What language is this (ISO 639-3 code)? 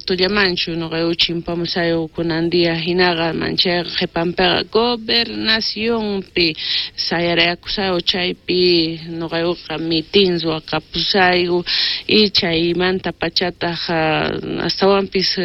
quh